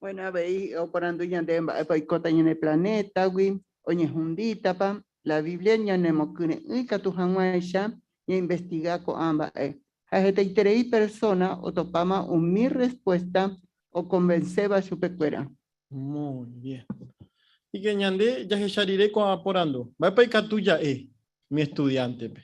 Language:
Guarani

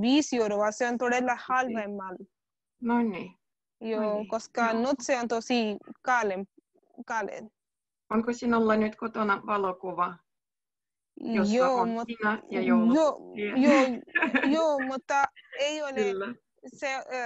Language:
Finnish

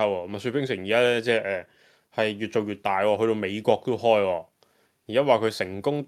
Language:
Cantonese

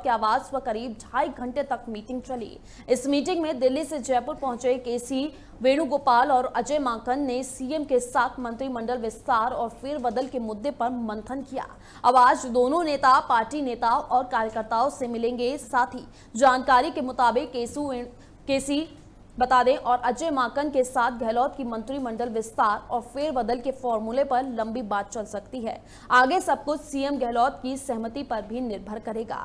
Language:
Hindi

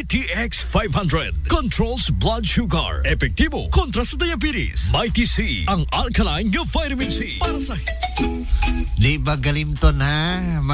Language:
Cebuano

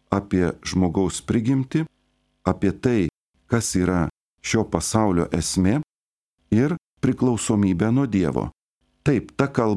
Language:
Lithuanian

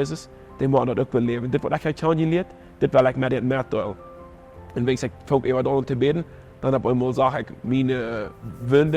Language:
Plautdietsch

